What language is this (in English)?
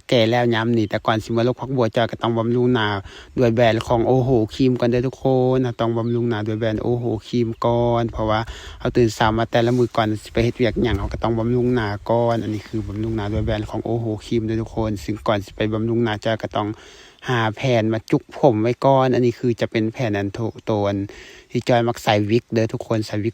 Lao